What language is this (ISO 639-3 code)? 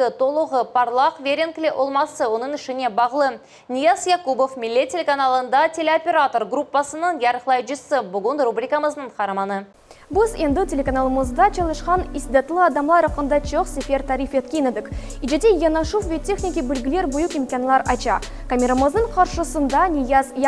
crh